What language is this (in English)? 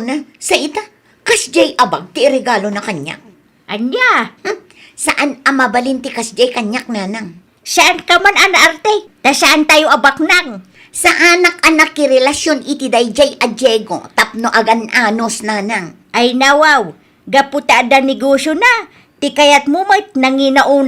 Iloko